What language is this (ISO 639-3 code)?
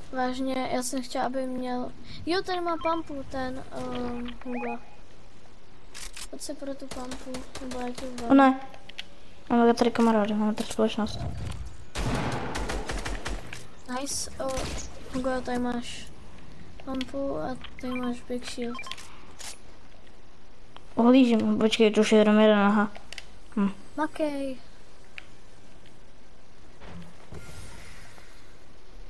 ces